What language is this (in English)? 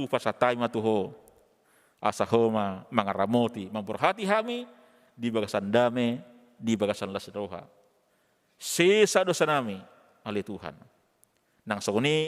Batak Toba